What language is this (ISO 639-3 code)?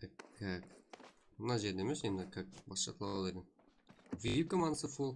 kaa